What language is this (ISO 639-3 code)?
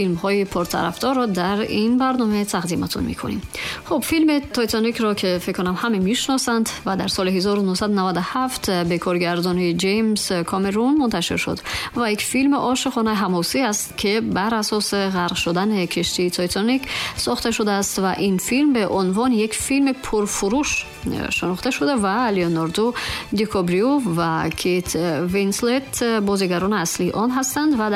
tgk